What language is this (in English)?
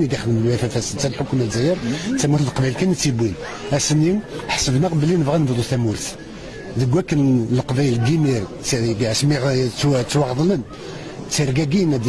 Kabyle